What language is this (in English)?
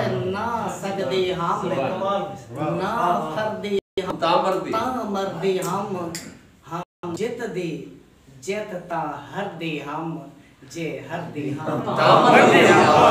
Saraiki